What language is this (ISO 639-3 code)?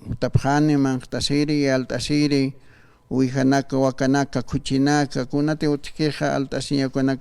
aym